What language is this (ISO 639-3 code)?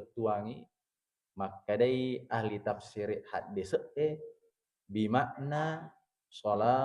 bug